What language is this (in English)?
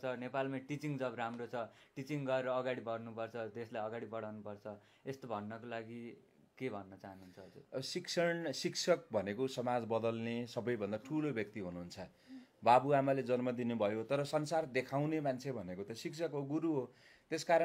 Nepali